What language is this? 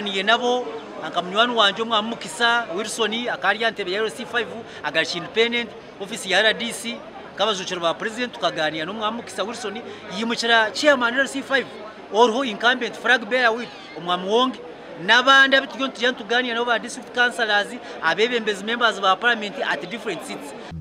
Nyankole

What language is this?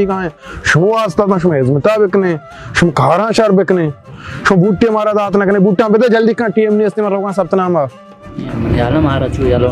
Baluchi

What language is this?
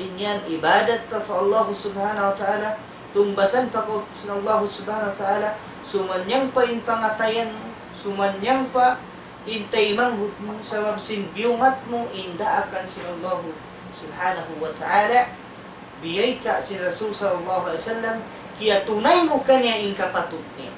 Tausug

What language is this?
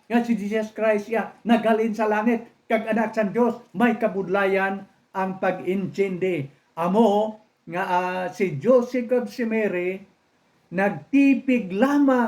Hiligaynon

